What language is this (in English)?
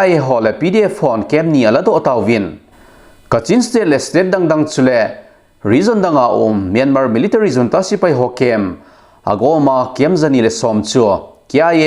Thado Chin